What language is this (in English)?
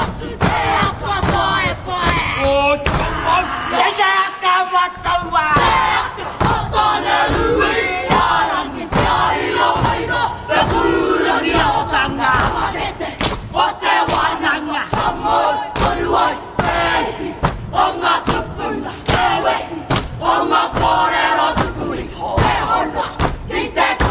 Māori